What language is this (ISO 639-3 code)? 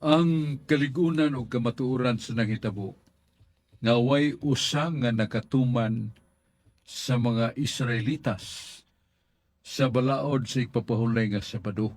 ceb